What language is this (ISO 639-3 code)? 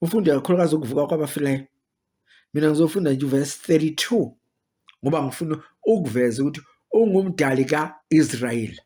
zul